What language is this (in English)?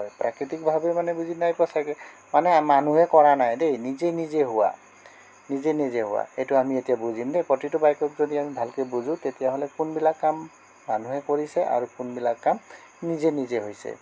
Assamese